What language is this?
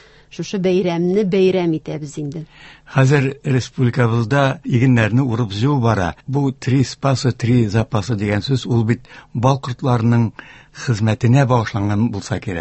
Tatar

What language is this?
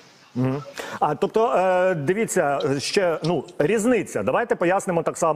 Ukrainian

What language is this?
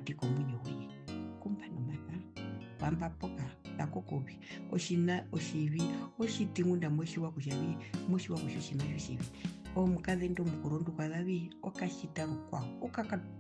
Herero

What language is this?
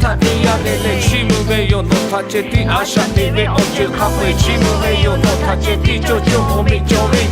Lahu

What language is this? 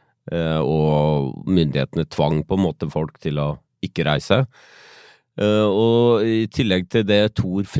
Norwegian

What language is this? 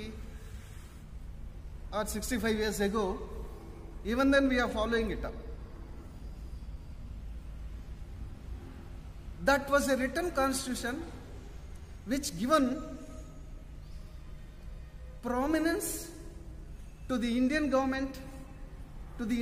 English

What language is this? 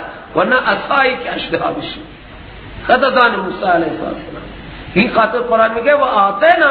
Persian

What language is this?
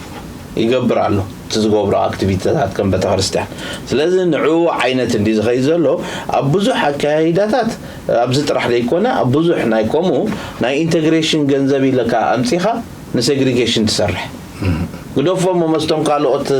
Tigrinya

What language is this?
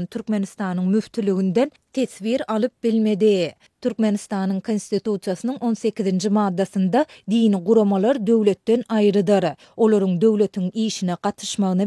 Turkmen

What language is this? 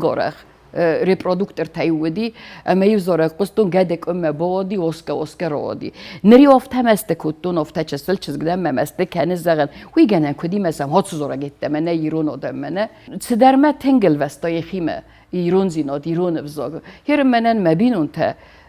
Ossetic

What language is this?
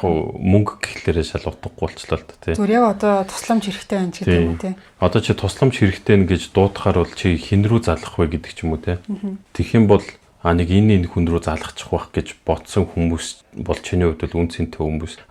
Mongolian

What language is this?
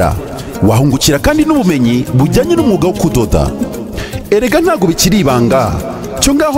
Kinyarwanda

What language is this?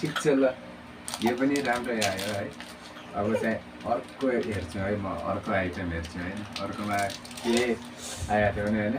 Nepali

